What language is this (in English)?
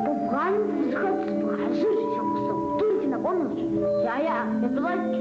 Kabardian